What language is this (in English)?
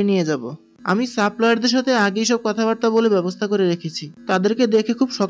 Bangla